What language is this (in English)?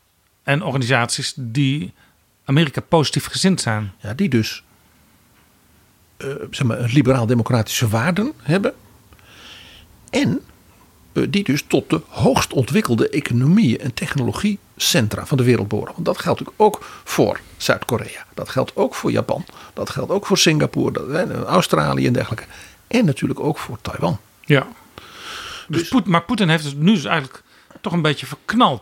Dutch